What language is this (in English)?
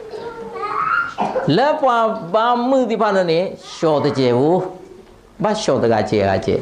S'gaw Karen